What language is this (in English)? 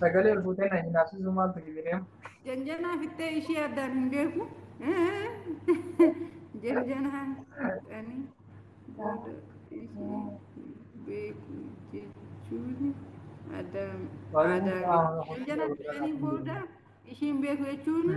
Oromo